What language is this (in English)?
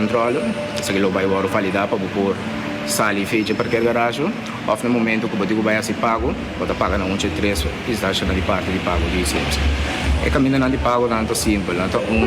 Papiamento